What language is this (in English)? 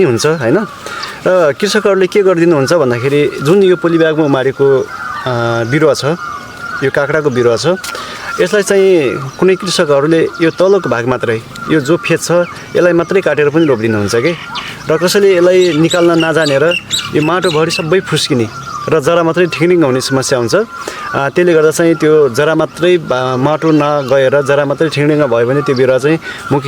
Nepali